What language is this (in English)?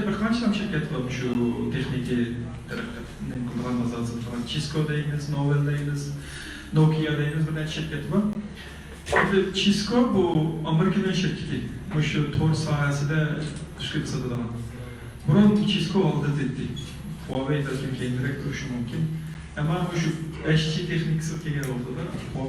Uyghur